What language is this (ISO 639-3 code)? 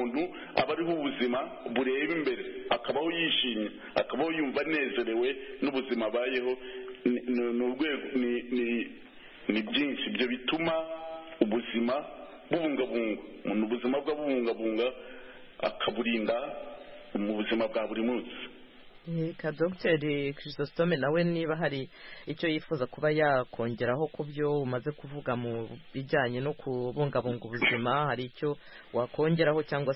kin